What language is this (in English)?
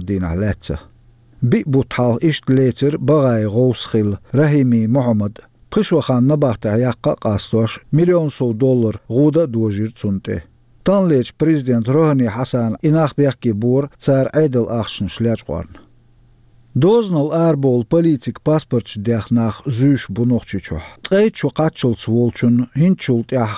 Chechen